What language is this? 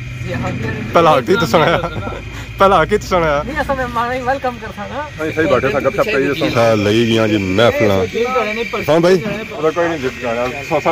Pahari-Potwari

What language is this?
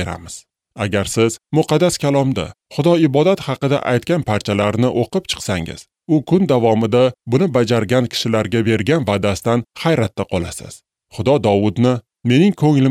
Uzbek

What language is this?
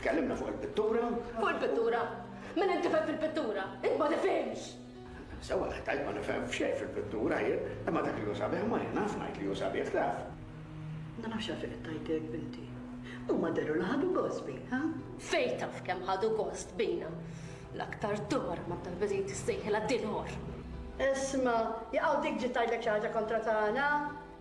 Maltese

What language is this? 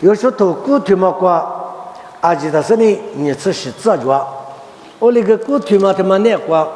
Lisu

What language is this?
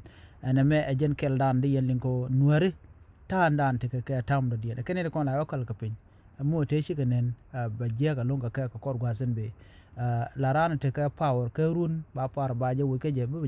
Nuer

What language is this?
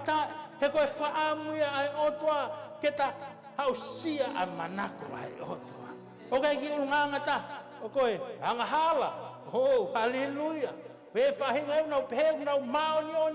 Tongan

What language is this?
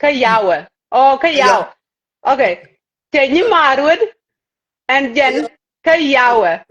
Nuer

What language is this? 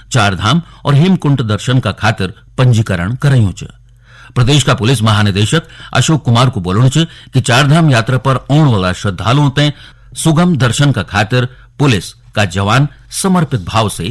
Garhwali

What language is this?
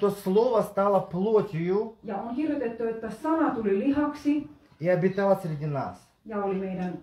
Finnish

